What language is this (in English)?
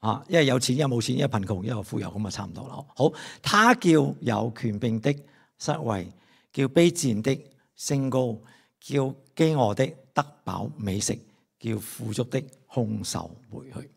Cantonese